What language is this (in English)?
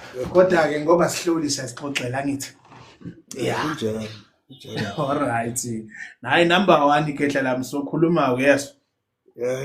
Zulu